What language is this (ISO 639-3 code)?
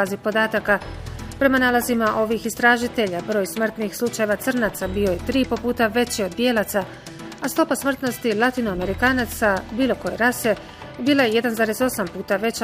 bos